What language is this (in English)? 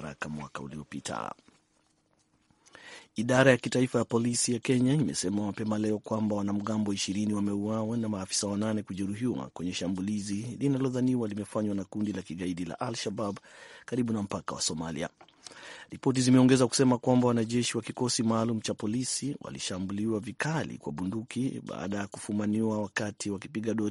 Swahili